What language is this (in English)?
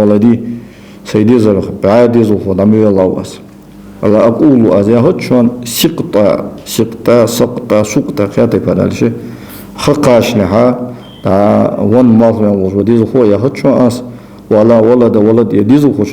Ingush